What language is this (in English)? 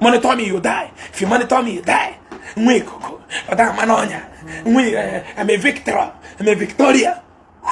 Igbo